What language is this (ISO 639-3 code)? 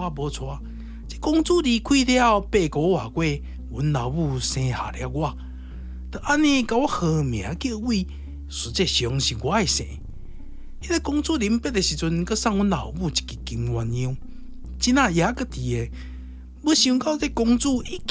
nan